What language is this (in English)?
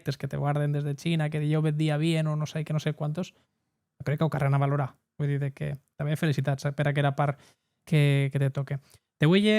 Occitan